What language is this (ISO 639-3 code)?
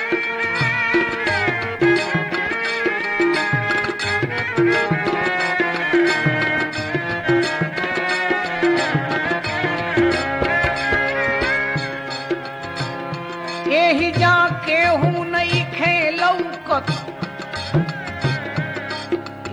bho